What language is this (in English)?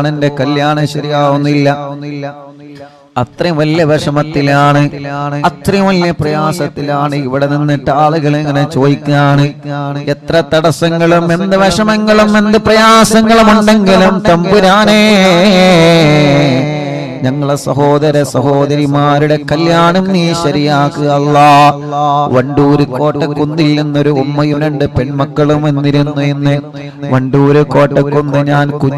Malayalam